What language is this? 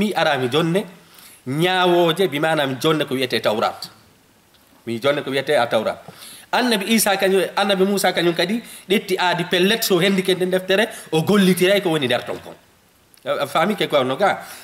Fula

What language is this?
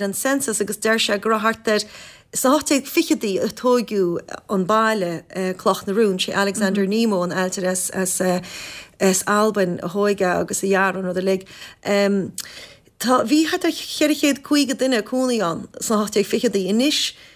Irish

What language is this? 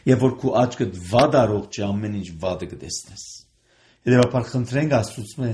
Armenian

